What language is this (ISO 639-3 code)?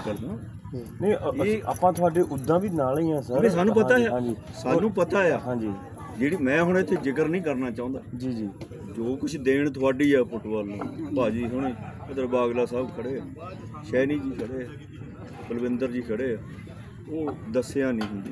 pan